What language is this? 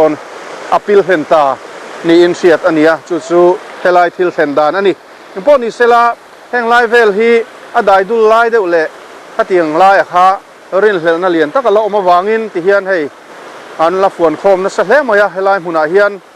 Mizo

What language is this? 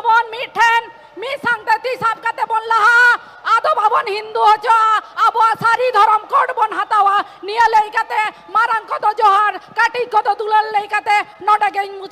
Santali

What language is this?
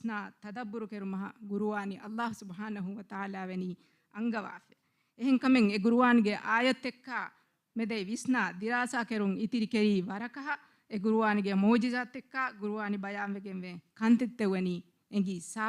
Divehi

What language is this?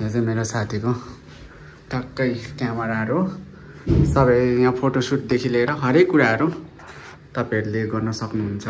Nepali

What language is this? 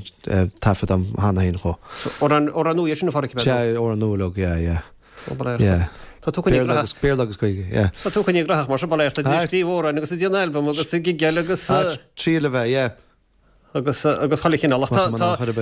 Irish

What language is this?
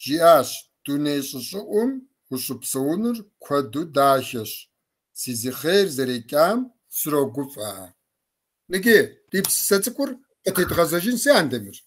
Kabardian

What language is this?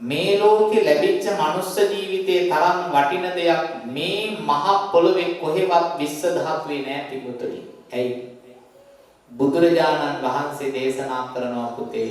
Sinhala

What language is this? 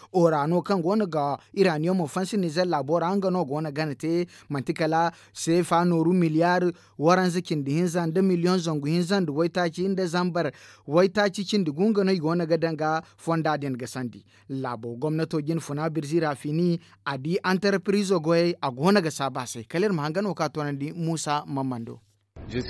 Zarma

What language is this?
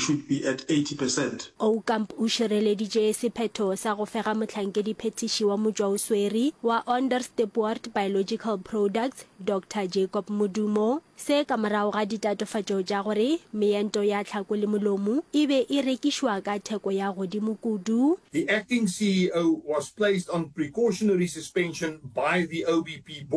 Northern Sotho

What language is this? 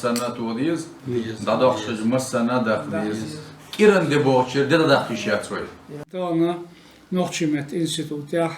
Chechen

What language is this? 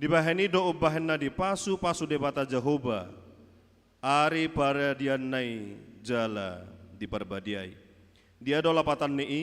Batak Toba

